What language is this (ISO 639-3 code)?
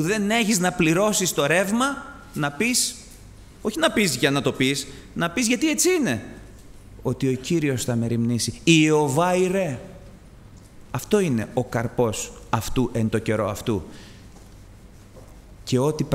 ell